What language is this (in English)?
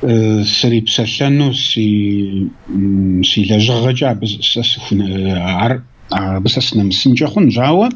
Kabardian